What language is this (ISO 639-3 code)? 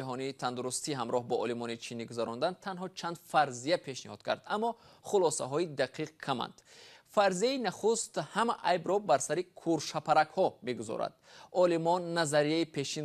tgk